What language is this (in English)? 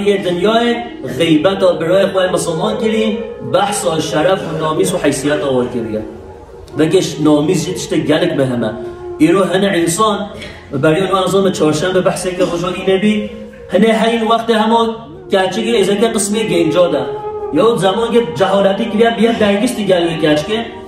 Kurdish